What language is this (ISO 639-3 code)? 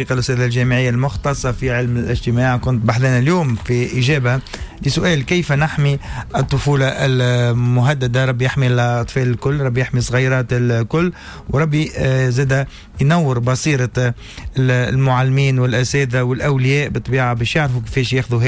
aeb